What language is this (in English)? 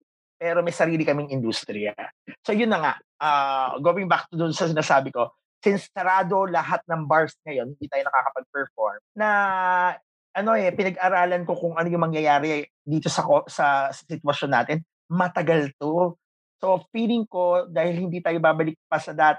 Filipino